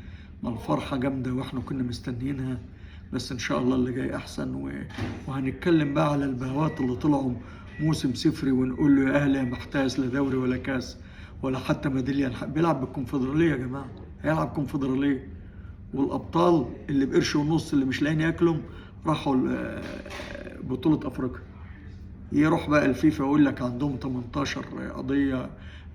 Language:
Egyptian Arabic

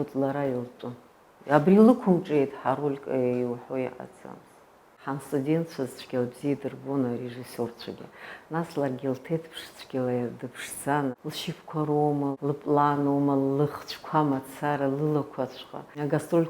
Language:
Abkhazian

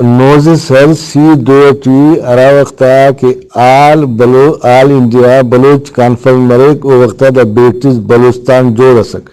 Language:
Brahui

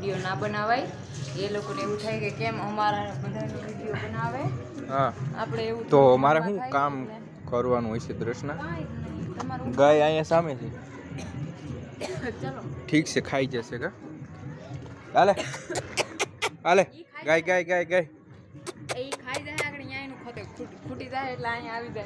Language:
Gujarati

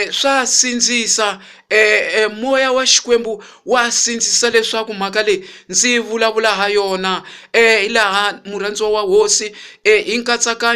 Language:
Tsonga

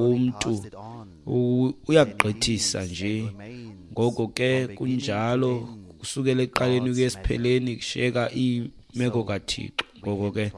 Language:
Xhosa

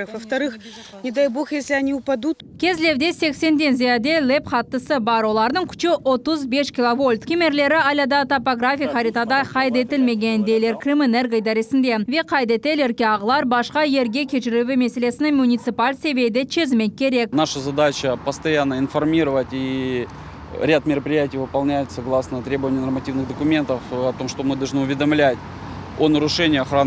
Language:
Crimean Tatar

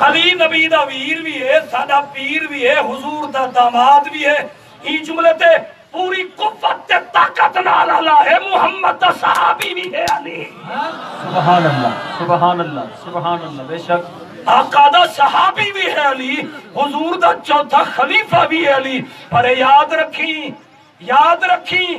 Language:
Saraiki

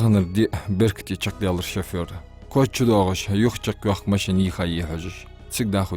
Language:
Ingush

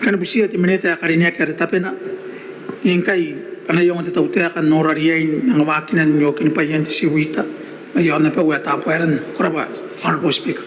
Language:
Gilbertese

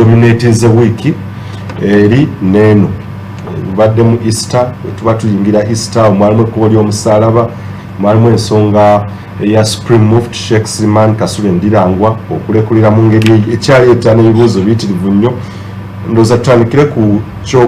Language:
Ganda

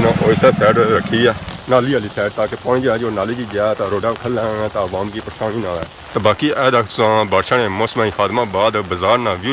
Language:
Pahari-Potwari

